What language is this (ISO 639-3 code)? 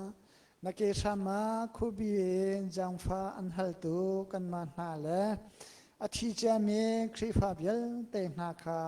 cnh